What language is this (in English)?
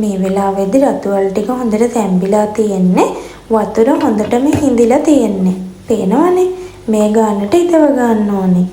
Sinhala